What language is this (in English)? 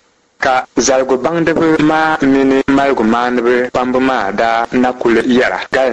Dagbani